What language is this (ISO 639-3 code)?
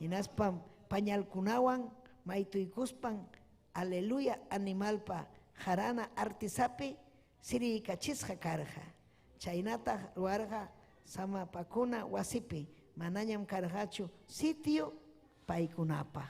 quy